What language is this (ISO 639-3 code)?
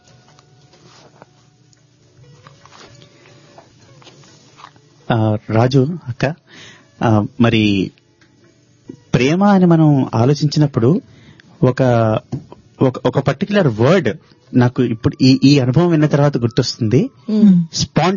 tel